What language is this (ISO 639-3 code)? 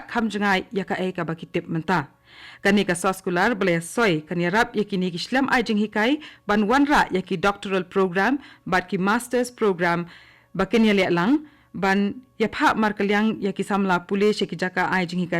kha